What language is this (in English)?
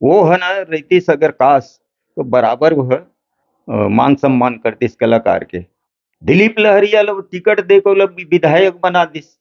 Chhattisgarhi